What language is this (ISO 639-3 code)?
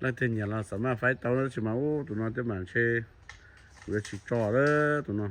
hmn